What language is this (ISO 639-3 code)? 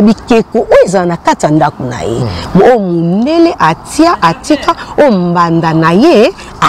lin